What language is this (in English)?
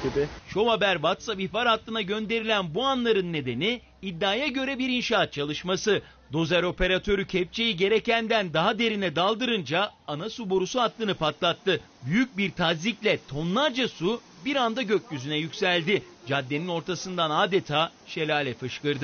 Turkish